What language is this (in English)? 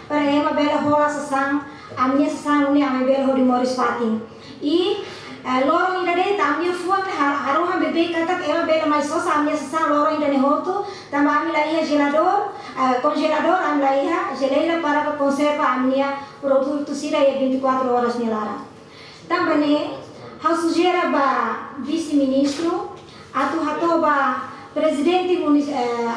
Tetum